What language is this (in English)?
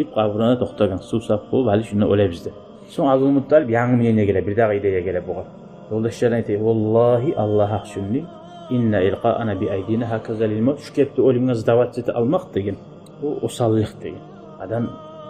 Kumyk